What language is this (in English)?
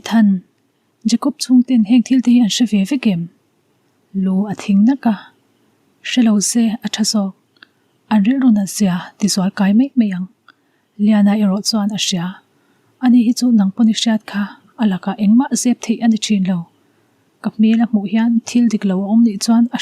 Mizo